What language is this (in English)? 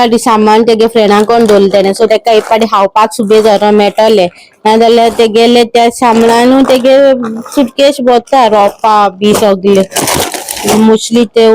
Konkani